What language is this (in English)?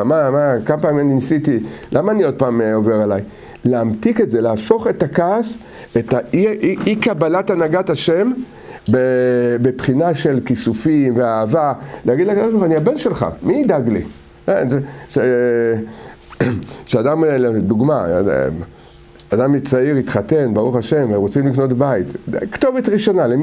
Hebrew